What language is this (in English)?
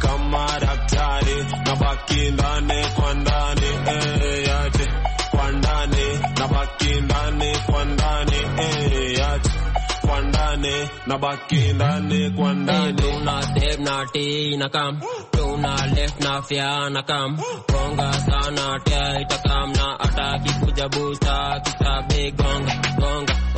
Swahili